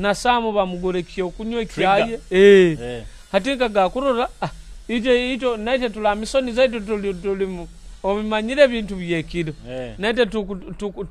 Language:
Nyoro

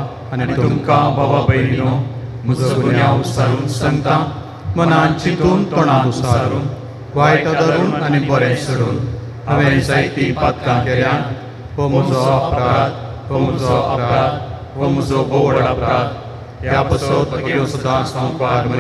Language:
Konkani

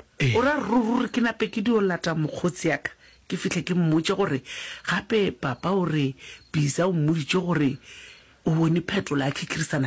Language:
Northern Sotho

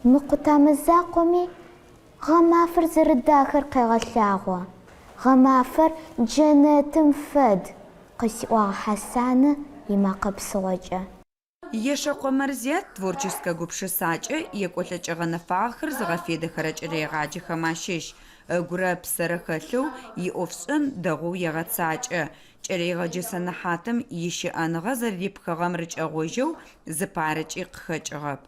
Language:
Adyghe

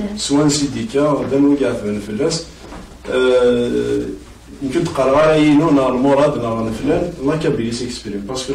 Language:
Kabyle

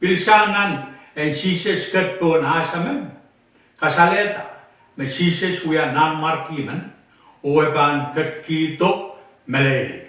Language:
Pohnpeian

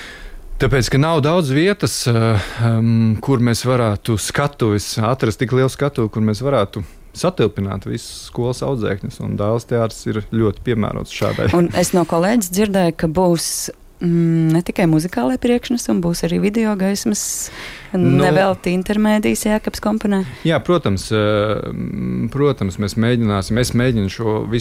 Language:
Latvian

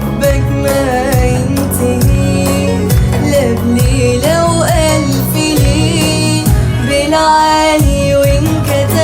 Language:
North Levantine Arabic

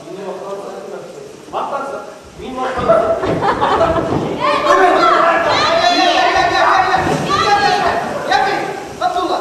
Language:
Bashkir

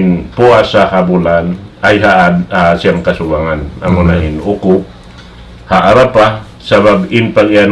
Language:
Tausug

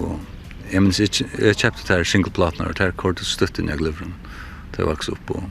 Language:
Faroese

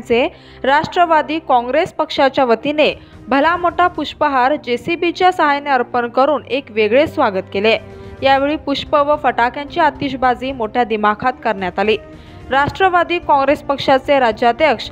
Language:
Marathi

